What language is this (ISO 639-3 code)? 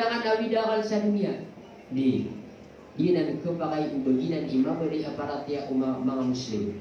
mrw